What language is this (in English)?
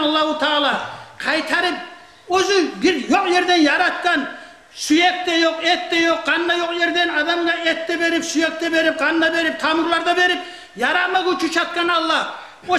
Kumyk